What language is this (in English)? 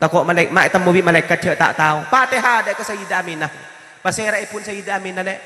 Madurese